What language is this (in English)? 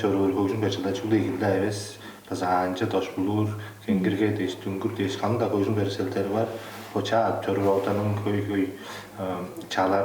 Tuvinian